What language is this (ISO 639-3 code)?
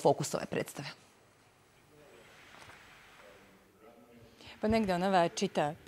srp